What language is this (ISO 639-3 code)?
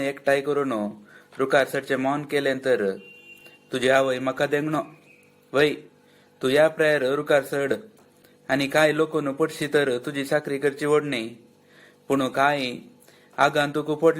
kok